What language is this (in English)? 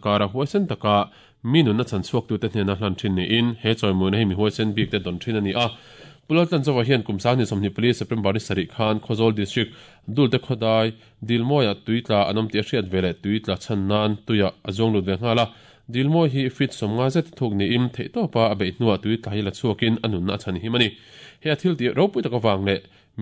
Mizo